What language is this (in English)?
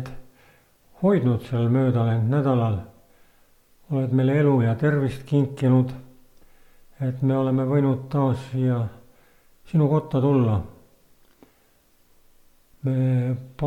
Estonian